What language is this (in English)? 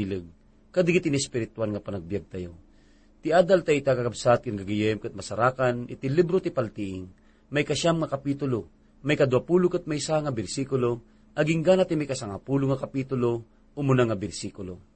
Iloko